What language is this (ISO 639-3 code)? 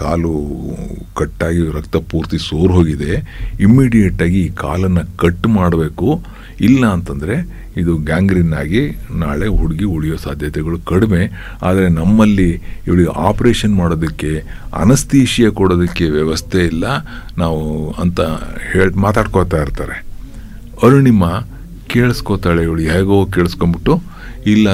kan